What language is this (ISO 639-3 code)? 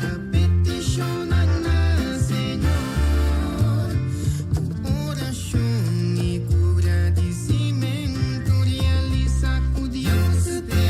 pap